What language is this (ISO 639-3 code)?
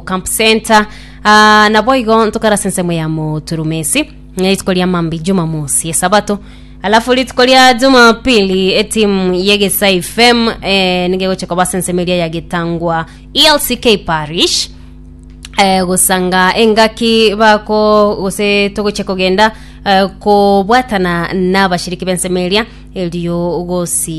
guz